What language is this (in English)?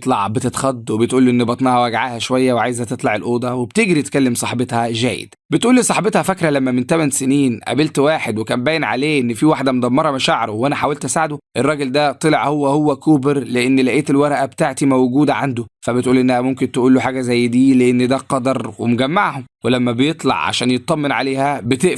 Egyptian Arabic